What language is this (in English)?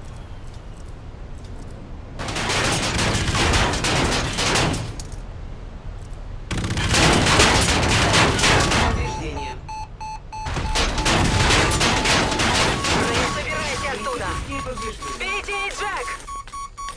Russian